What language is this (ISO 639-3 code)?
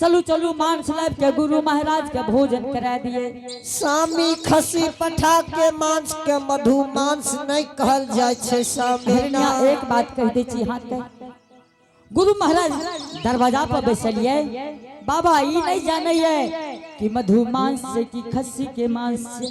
anp